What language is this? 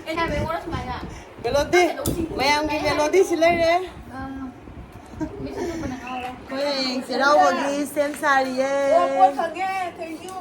Manipuri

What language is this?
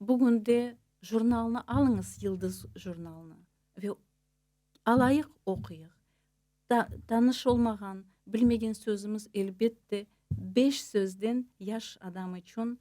Crimean Tatar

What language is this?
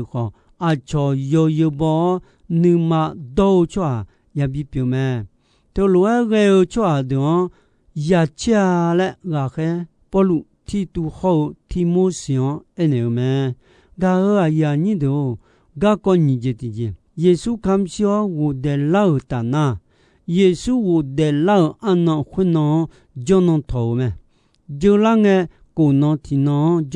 Akha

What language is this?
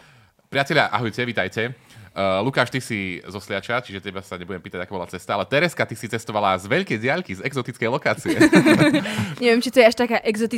Slovak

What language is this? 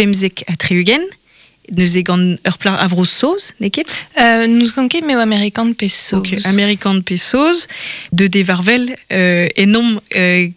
Breton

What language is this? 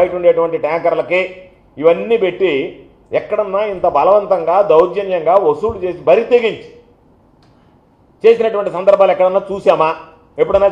Telugu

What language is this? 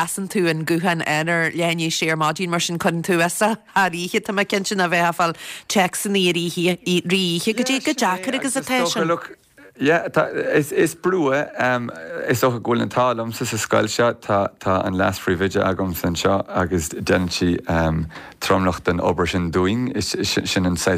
Irish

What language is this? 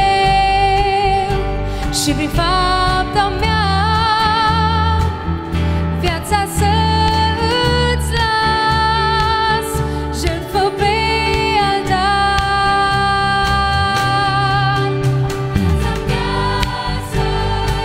Romanian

